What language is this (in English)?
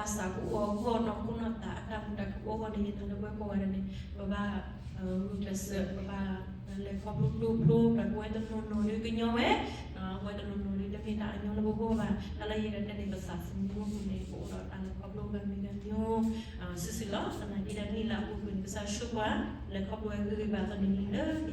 S'gaw Karen